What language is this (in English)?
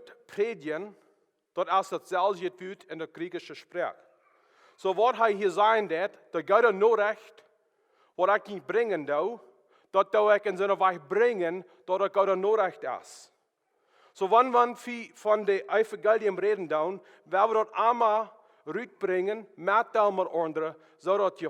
Plautdietsch